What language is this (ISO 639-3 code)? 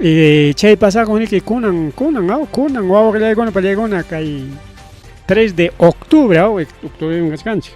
quy